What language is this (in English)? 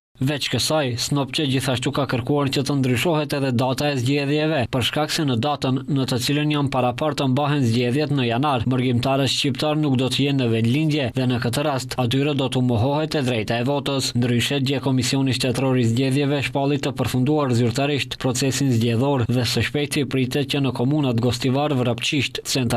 Albanian